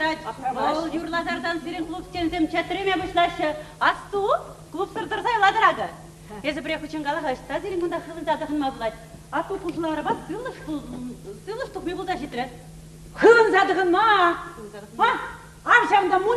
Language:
Chuvash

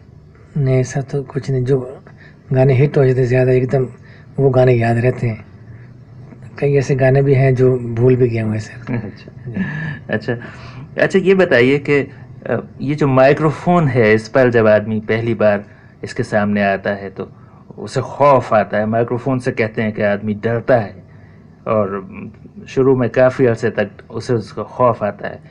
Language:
Urdu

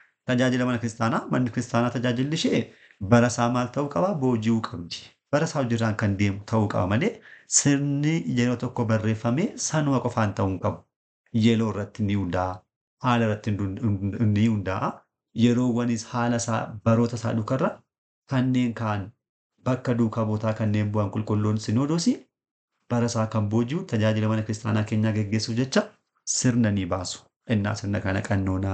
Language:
Oromo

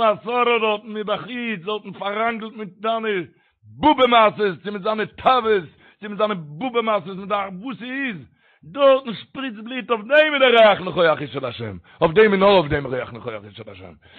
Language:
Yiddish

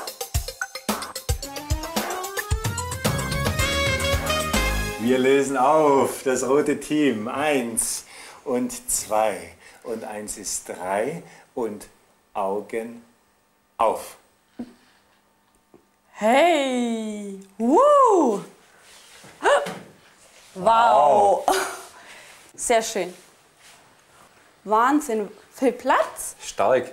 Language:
German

